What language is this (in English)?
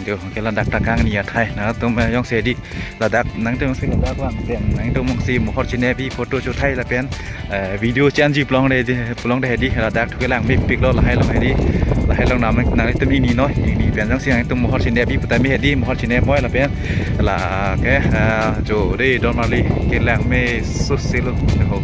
Karbi